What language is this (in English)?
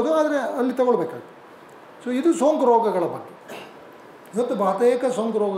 Kannada